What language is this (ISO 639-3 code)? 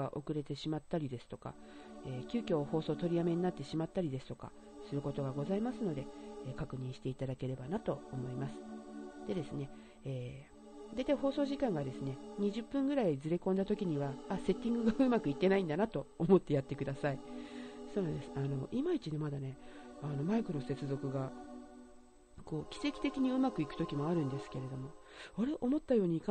jpn